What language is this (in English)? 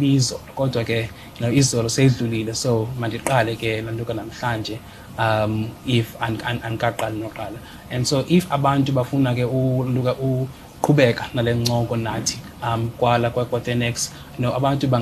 Xhosa